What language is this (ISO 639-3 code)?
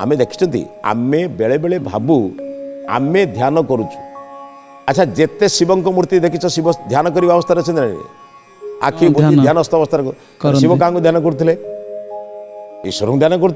ori